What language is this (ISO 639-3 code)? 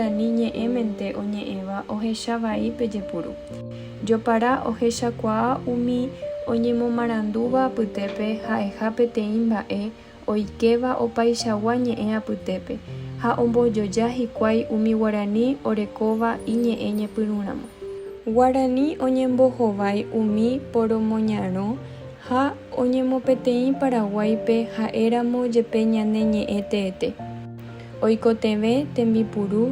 grn